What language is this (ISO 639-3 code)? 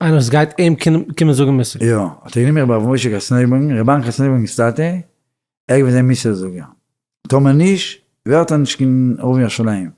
yid